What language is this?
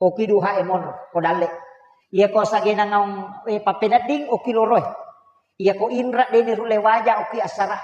Buginese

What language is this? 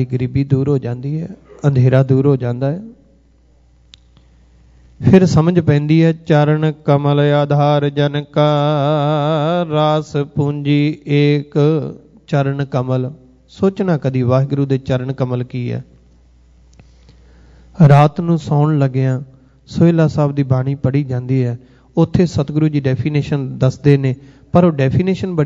Punjabi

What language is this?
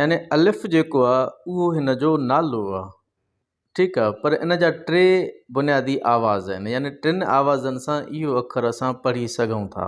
Sindhi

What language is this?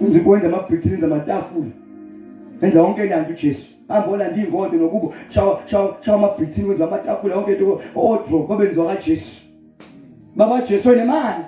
Zulu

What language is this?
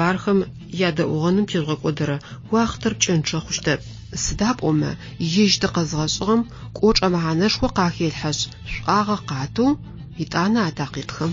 Adyghe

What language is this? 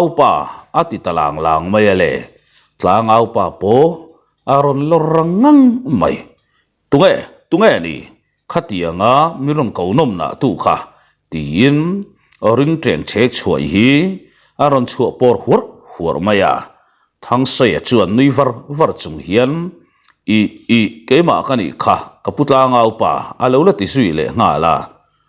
Mizo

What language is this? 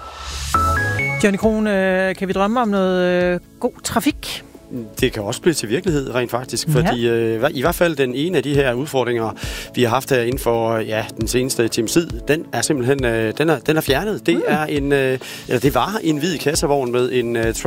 Danish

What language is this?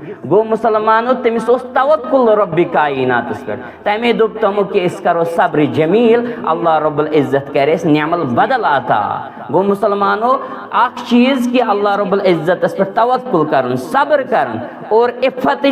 Kashmiri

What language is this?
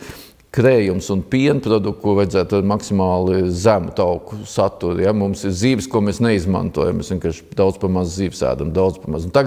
Latvian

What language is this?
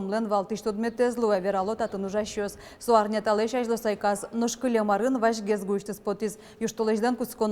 Udmurt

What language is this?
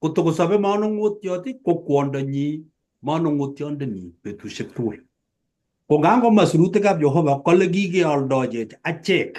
Kalenjin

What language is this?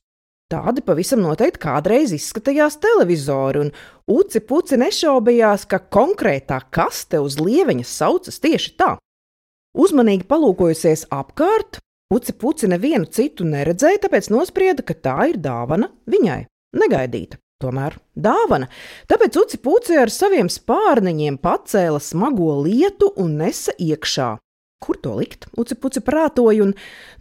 Latvian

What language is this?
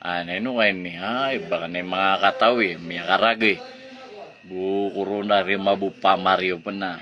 Maranao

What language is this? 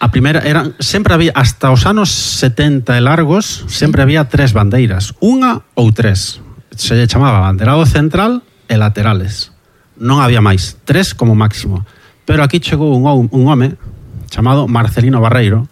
Galician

